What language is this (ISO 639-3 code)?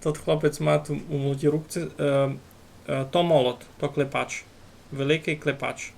rue